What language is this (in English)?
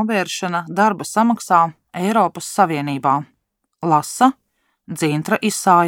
Latvian